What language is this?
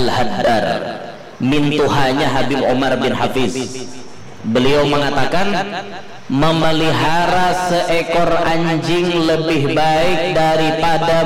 Banjar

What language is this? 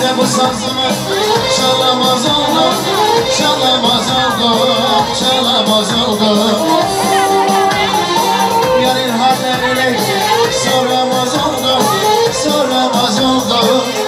Turkish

